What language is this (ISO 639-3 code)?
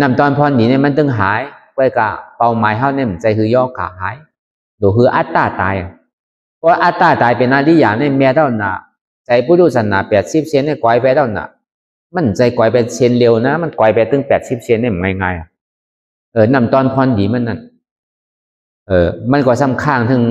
shn